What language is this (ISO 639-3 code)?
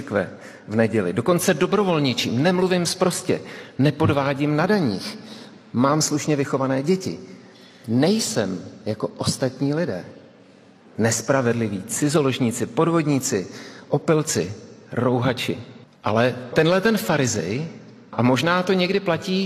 ces